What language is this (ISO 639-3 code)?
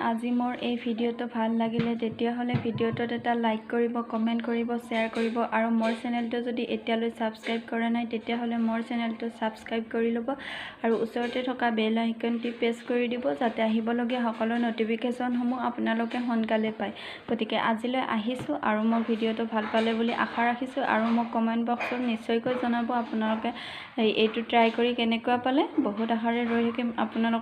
asm